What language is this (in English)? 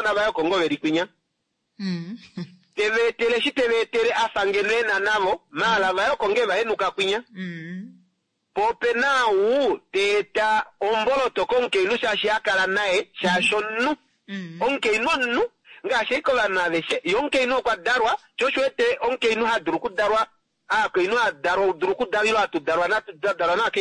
Kuanyama